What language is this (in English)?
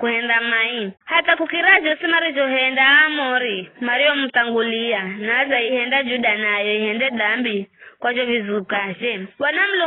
Giryama